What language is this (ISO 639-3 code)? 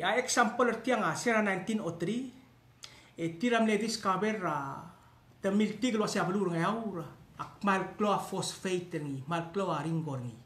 pau